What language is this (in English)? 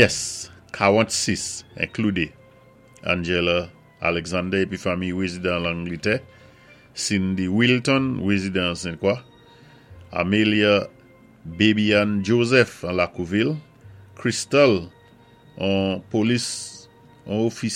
Saint Lucian Creole French